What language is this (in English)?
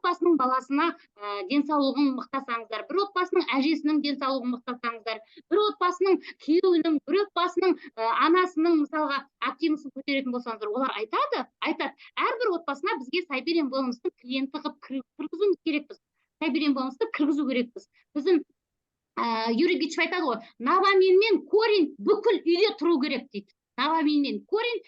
Kazakh